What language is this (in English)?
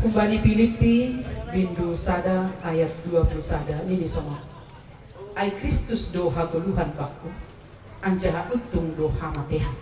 Batak Simalungun